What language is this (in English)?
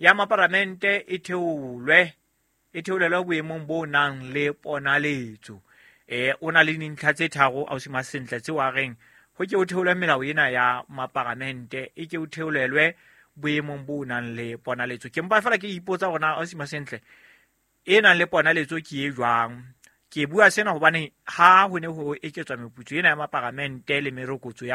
Southern Sotho